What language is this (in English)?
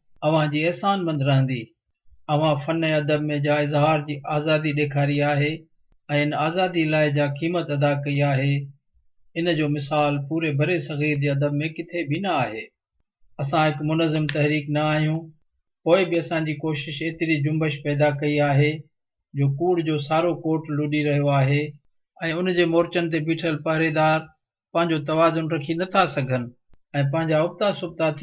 Sindhi